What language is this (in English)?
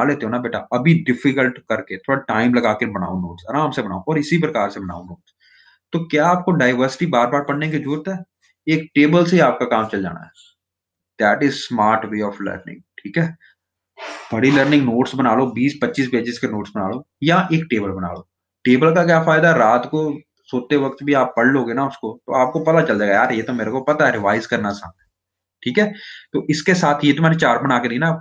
Hindi